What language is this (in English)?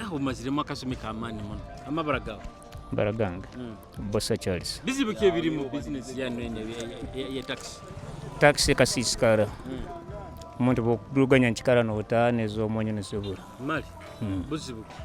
Nyoro